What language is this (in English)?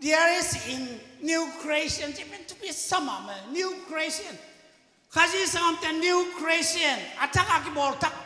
Tedim Chin